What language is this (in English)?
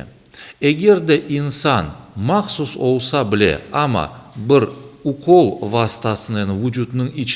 Crimean Tatar